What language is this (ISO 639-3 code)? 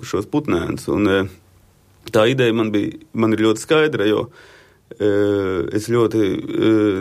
lav